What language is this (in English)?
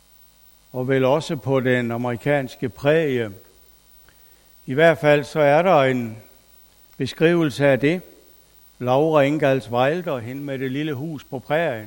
Danish